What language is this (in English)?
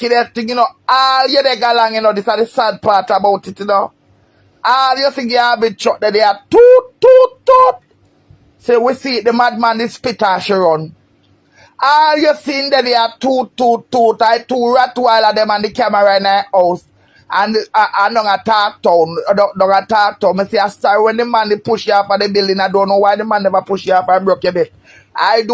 Jamaican Creole English